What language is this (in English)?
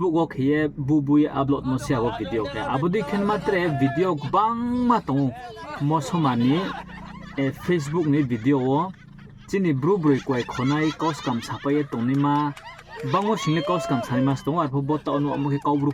Riang (India)